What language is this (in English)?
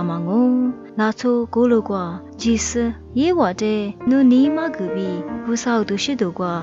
Lisu